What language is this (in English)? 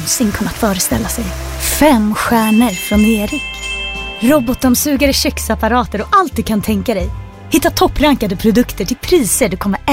Swedish